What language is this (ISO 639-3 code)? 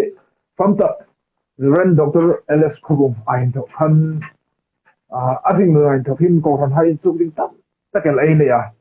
hmr